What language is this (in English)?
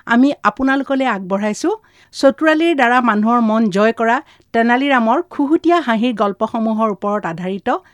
Assamese